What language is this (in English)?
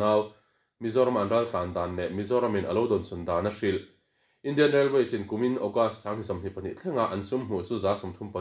Mizo